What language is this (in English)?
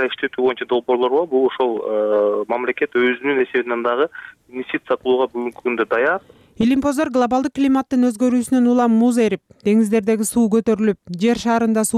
Kyrgyz